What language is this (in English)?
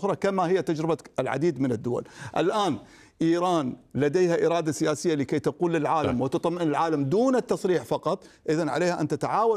Arabic